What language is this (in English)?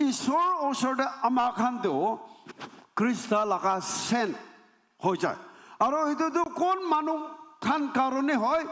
Naga Pidgin